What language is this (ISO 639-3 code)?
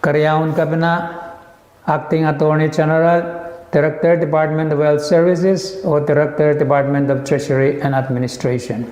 pon